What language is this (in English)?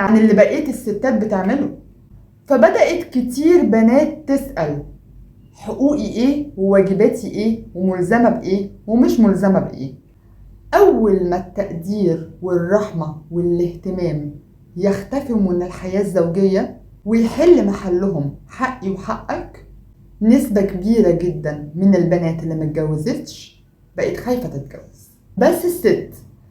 Egyptian Arabic